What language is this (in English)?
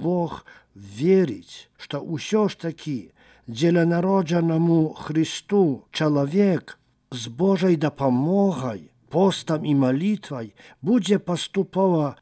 Belarusian